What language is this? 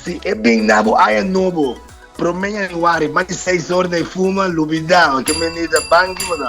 Papiamento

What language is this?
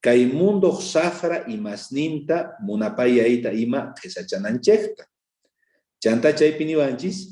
South Bolivian Quechua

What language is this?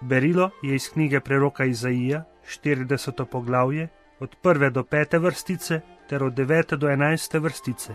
Slovenian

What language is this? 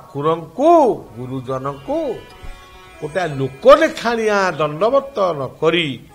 Odia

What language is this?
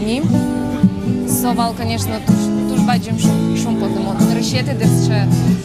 Udmurt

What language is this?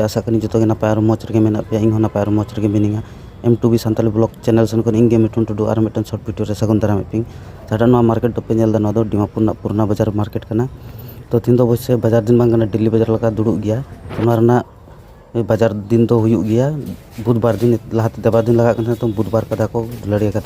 Santali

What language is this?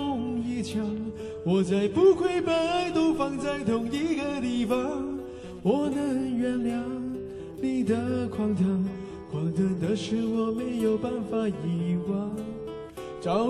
Chinese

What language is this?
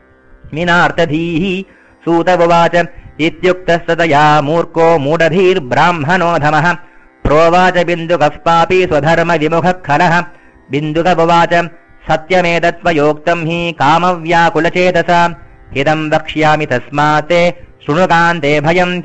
Sanskrit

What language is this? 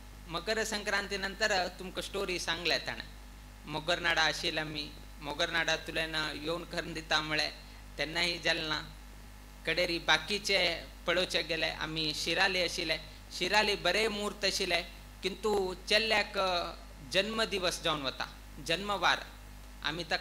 Konkani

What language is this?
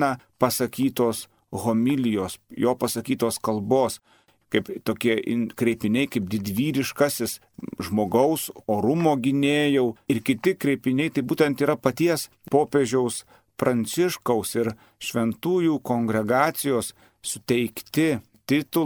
Lithuanian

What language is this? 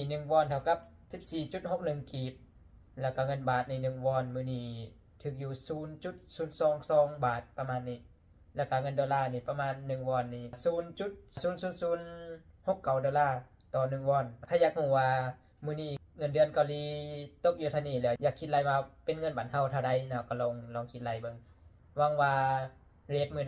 Lao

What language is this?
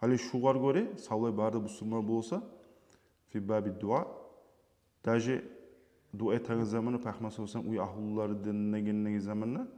Kumyk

